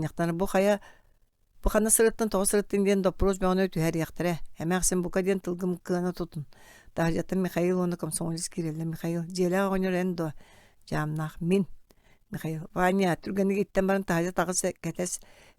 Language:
Yakut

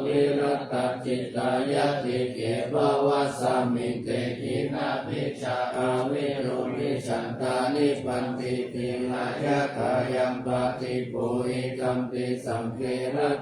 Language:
Pali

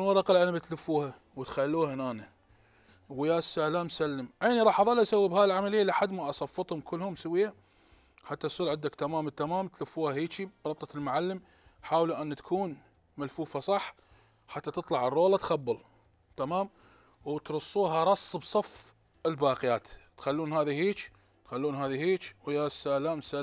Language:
Mesopotamian Arabic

